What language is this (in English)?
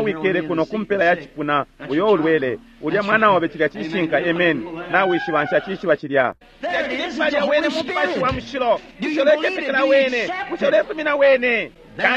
Bemba